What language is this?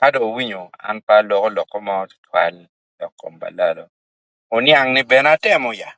Acoli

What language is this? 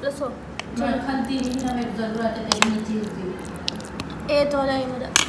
Saraiki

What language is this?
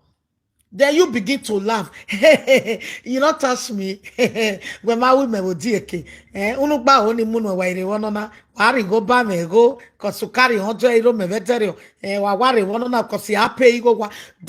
Nigerian Pidgin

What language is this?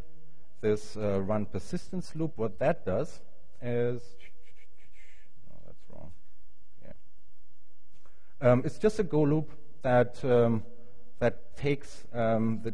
English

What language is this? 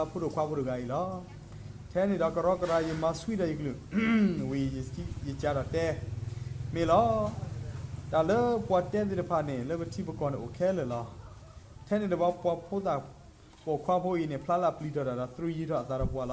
S'gaw Karen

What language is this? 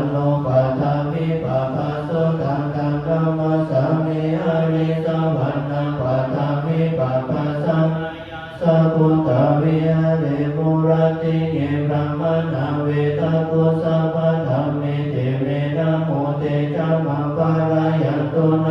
Pali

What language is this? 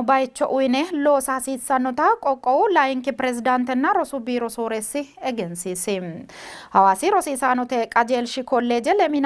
Sidamo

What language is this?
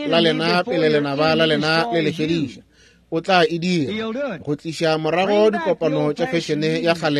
Northern Sotho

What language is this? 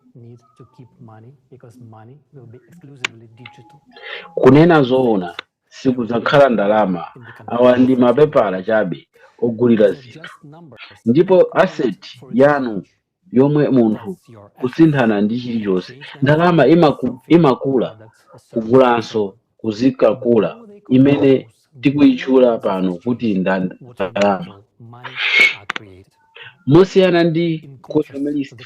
Nyanja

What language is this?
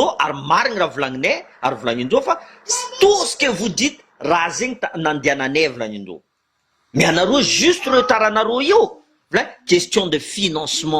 Malagasy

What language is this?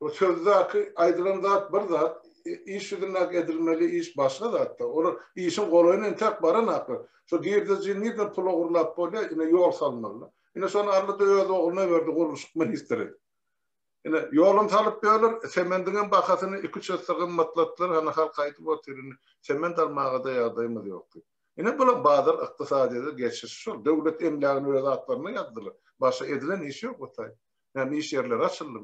Turkmen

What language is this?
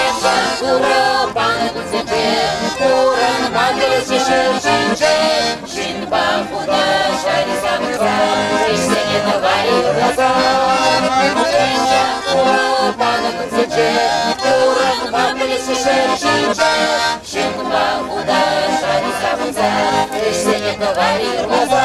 Chuvash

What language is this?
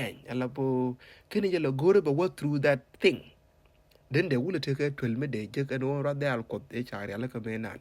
Nuer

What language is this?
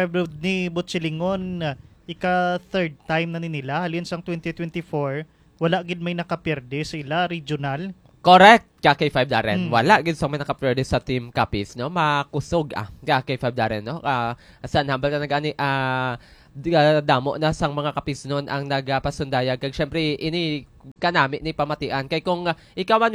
Hiligaynon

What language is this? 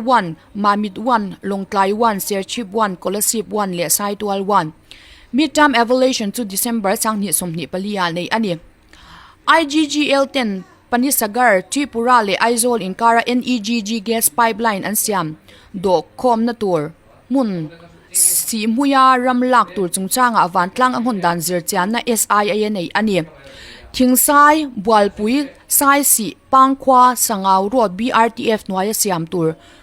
Mizo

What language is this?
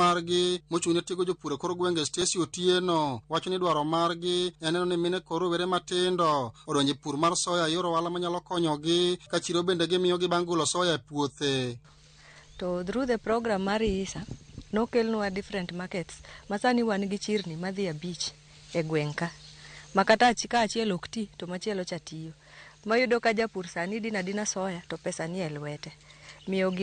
Luo (Kenya and Tanzania)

